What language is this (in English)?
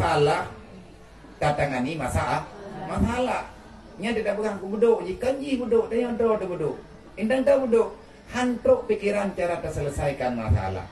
Achinese